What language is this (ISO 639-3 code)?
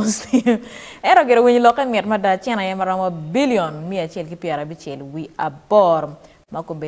ach